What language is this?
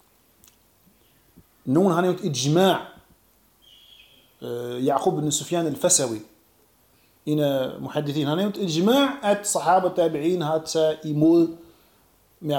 Danish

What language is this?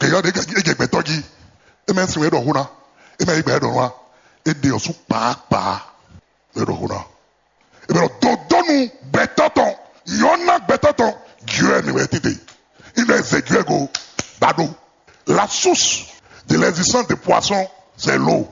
Fon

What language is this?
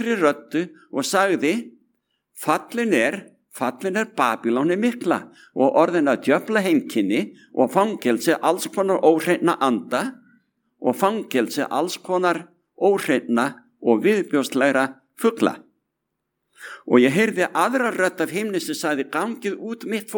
Icelandic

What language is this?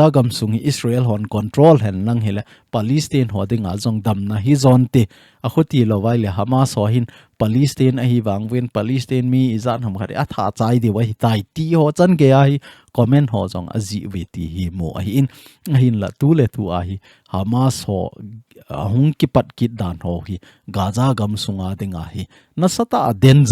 Thado Chin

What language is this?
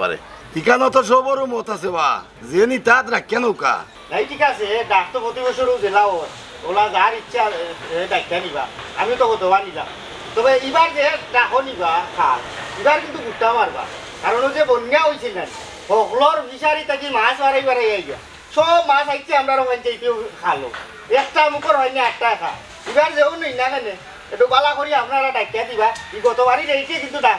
Sylheti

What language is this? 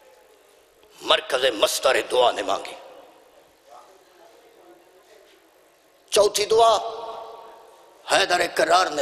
Urdu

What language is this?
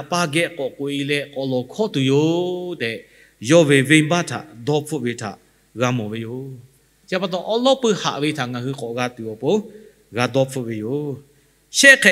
Lahu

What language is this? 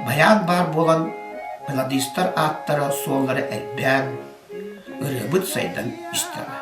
Yakut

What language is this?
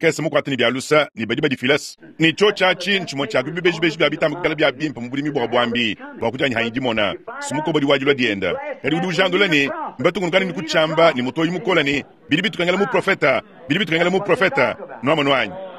Luba-Lulua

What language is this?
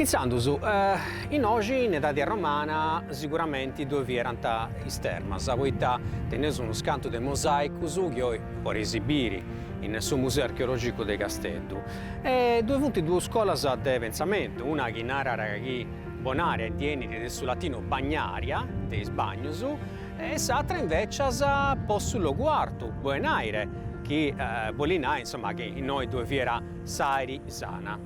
Sardinian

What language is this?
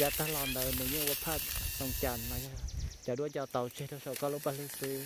Hmong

